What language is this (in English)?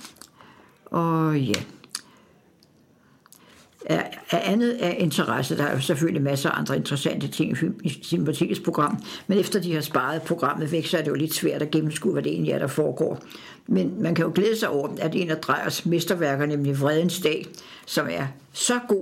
Danish